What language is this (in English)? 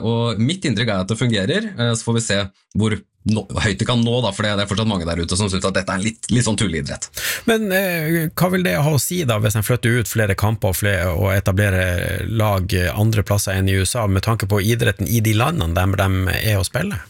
Norwegian